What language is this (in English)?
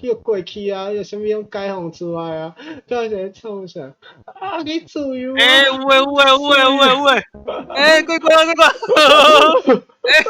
Min Nan Chinese